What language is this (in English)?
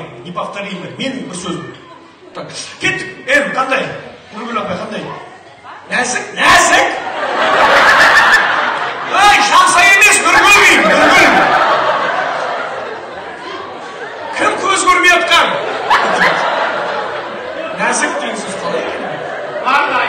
Kazakh